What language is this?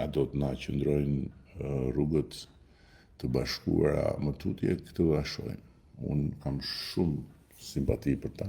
Albanian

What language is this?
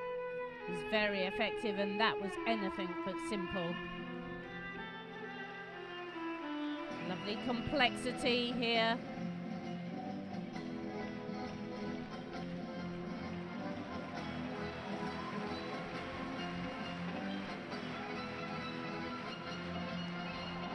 English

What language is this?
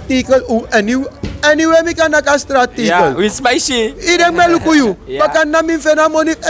Sranan Tongo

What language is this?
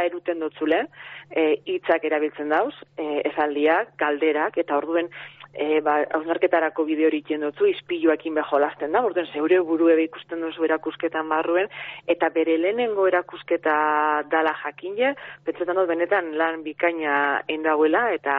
Basque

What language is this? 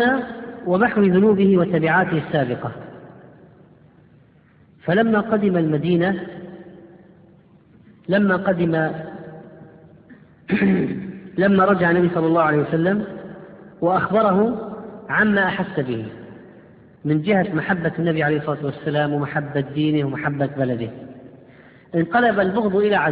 Arabic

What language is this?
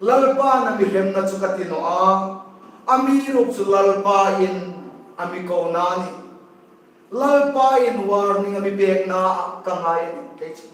Hmar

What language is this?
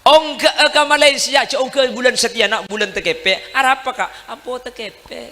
Madurese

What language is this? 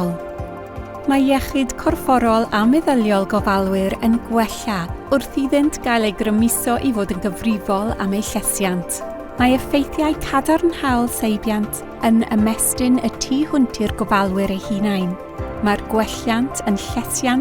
Welsh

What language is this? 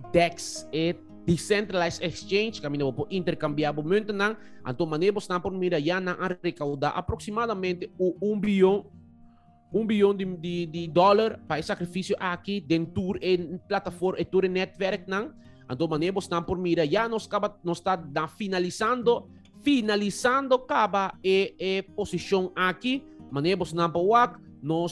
Papiamento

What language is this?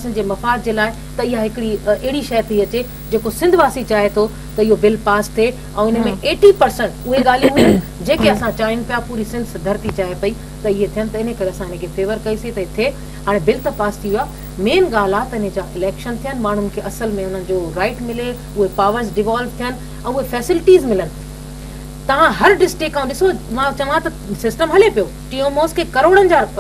Sindhi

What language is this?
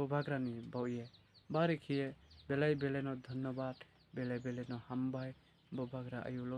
Riang (India)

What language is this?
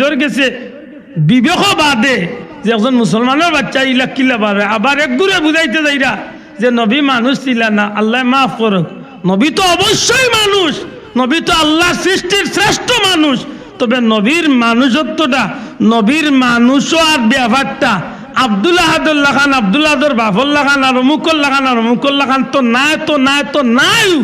Sylheti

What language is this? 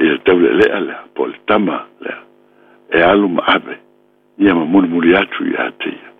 Samoan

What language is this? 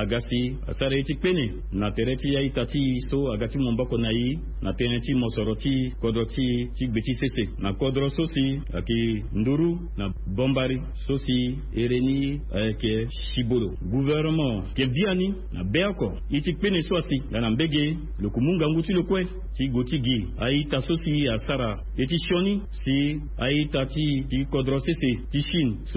Sango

